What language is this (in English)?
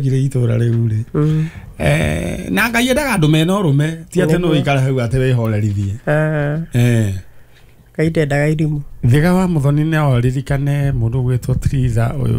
Kikuyu